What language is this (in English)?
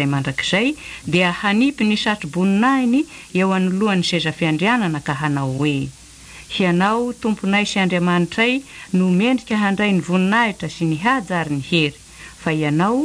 Malagasy